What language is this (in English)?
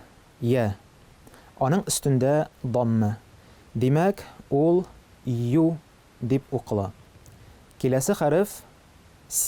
Tatar